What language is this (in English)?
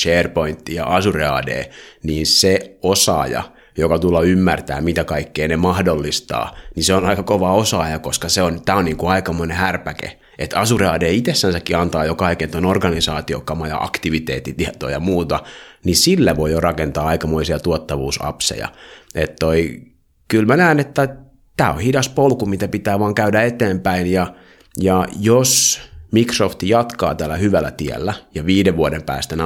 Finnish